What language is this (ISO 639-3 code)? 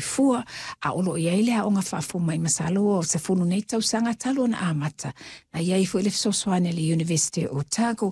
smo